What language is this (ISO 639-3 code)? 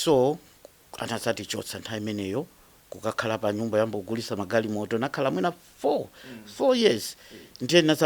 nya